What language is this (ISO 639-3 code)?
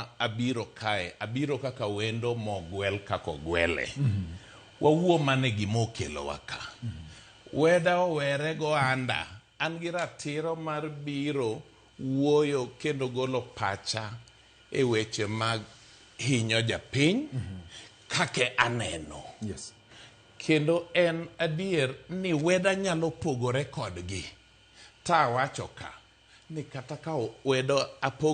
luo